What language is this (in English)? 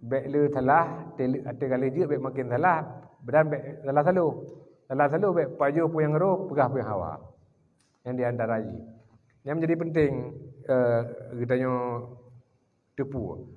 Achinese